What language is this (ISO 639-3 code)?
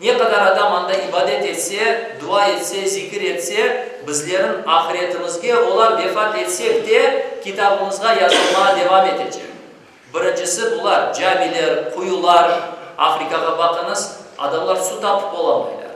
crh